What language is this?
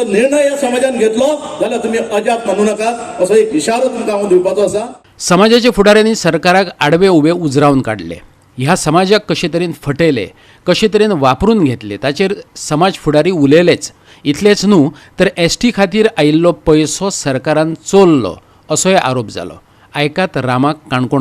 Konkani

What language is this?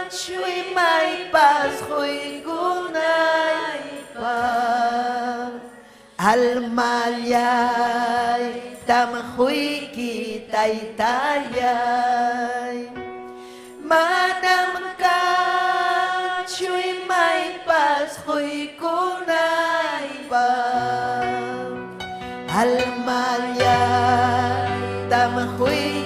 Ayacucho Quechua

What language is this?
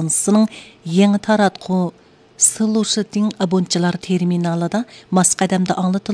Uyghur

